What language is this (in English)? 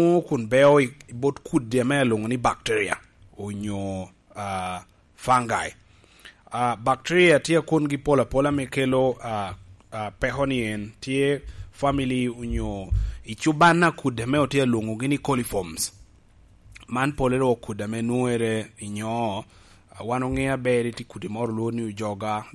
Lango (Uganda)